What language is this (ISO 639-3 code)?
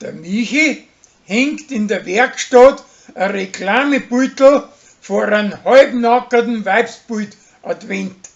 bar